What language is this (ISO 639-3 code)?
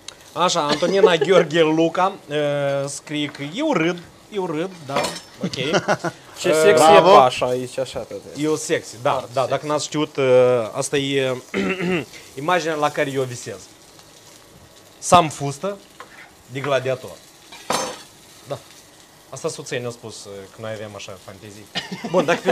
ron